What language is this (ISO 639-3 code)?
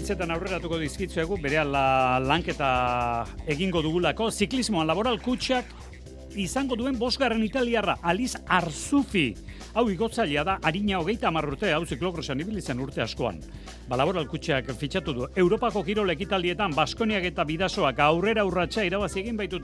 eus